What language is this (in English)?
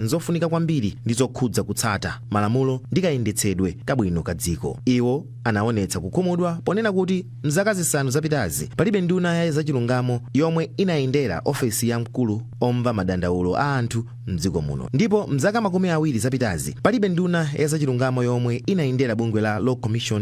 Nyanja